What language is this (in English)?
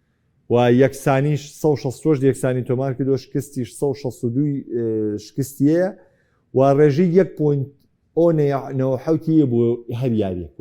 Central Kurdish